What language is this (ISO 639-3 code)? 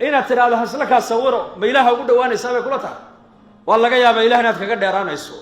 som